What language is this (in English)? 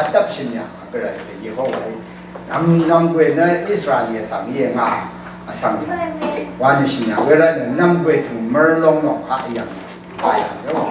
Rawang